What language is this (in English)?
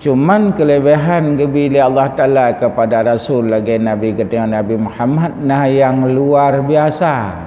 Achinese